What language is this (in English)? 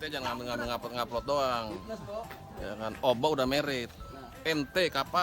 Betawi